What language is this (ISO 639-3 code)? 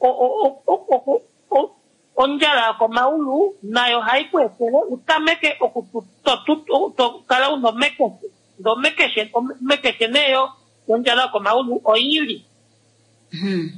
kua